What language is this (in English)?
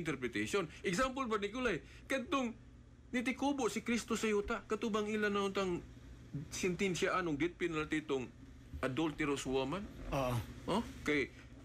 Cebuano